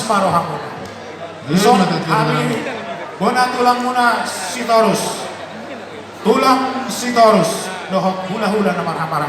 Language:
Batak Toba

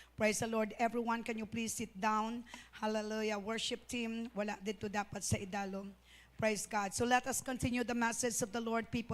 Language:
Hiligaynon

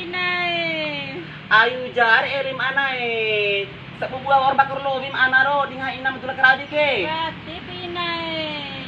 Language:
Bima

